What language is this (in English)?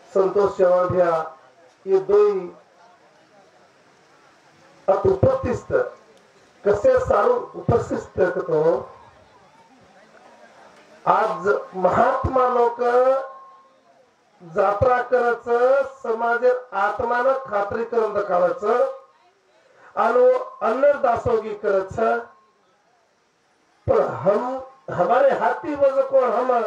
Marathi